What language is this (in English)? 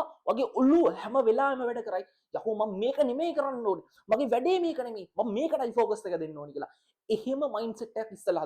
Sinhala